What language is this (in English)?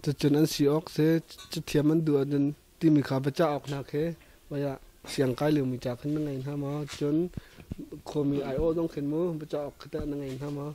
Hakha Chin